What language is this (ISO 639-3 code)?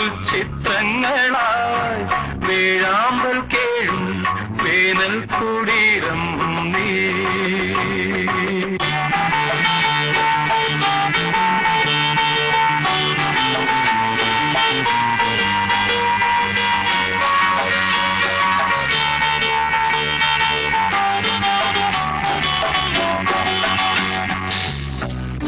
mal